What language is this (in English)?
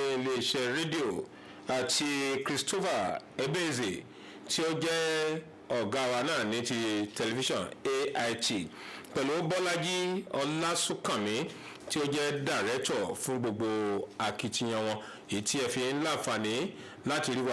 Yoruba